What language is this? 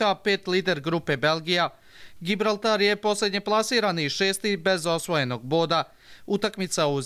Croatian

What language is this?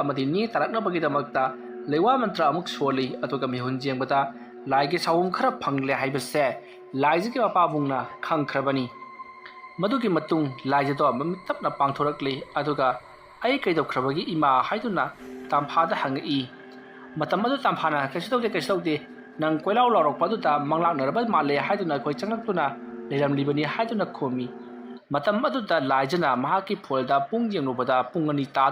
Manipuri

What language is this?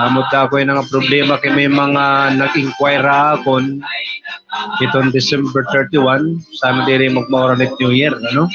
Waray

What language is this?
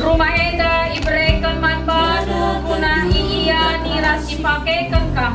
Batak Karo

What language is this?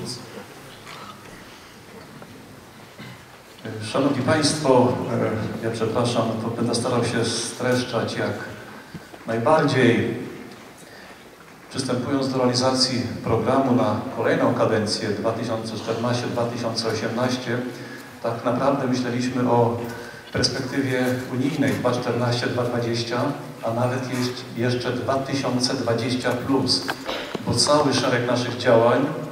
Polish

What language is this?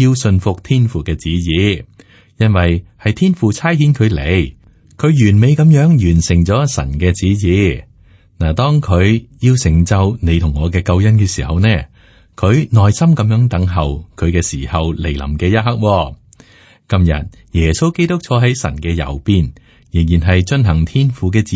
Cantonese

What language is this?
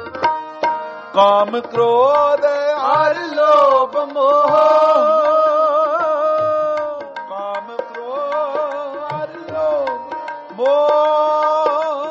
Punjabi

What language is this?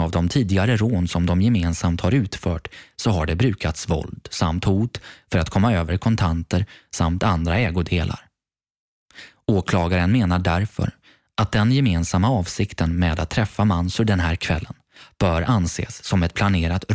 Swedish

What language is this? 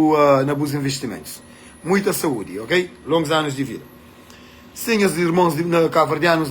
Kabuverdianu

